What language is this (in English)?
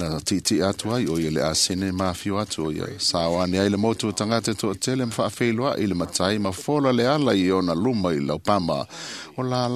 Samoan